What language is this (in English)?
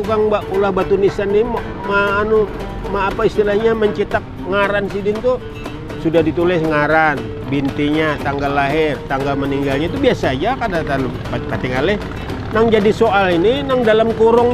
Banjar